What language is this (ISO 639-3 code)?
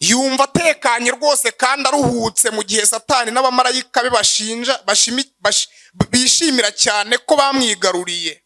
kin